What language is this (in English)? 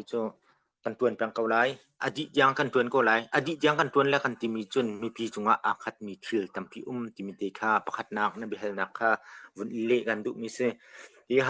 Hakha Chin